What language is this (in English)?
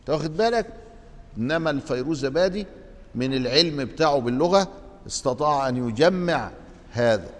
Egyptian Arabic